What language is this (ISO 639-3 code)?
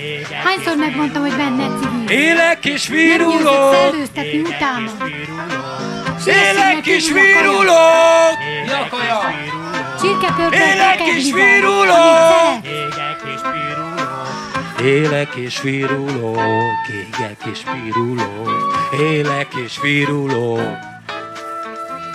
hun